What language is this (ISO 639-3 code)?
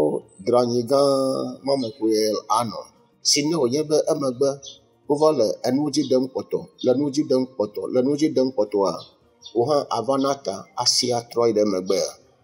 ewe